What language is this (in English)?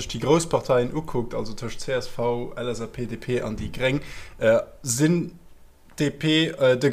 Luxembourgish